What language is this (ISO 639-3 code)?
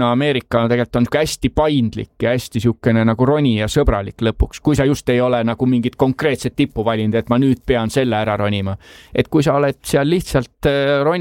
est